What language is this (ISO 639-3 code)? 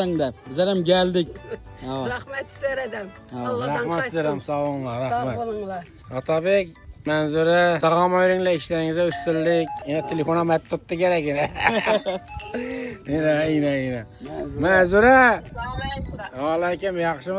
tuk